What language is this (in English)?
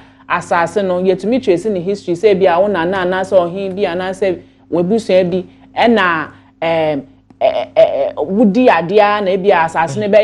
Akan